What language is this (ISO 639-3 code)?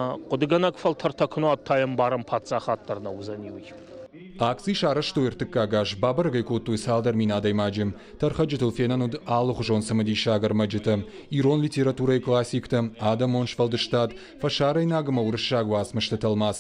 oss